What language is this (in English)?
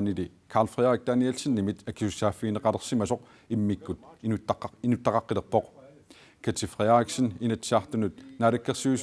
Kalaallisut